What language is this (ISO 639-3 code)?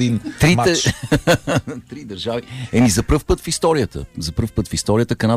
bul